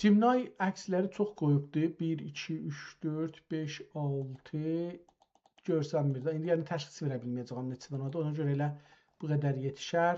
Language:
South Azerbaijani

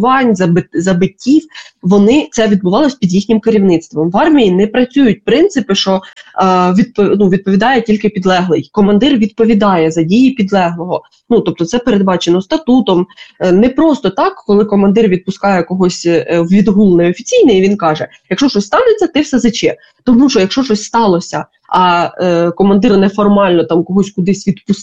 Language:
Ukrainian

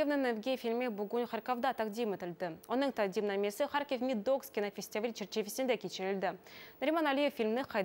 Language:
Crimean Tatar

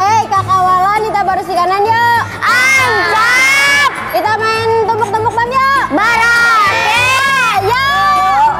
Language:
Banjar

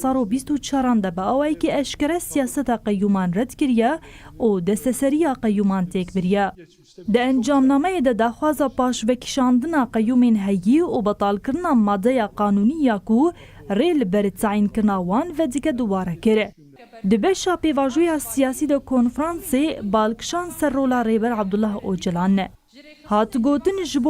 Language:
Kurdish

